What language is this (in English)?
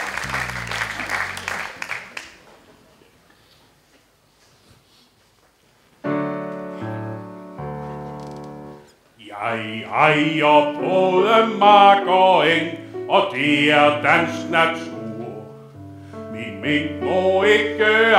Danish